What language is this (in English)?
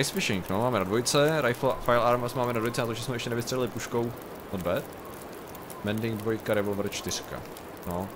Czech